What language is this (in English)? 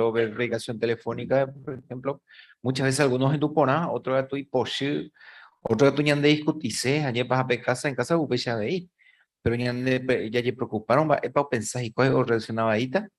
Guarani